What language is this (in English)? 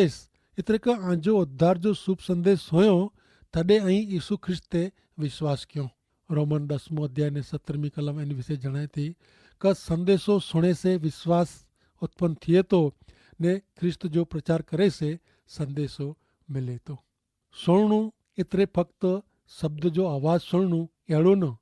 Kachhi